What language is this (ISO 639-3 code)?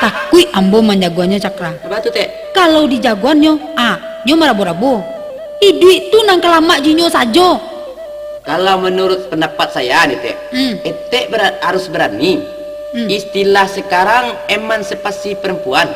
min